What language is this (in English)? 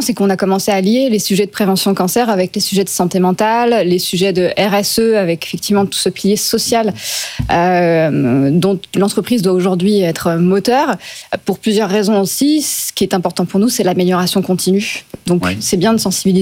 French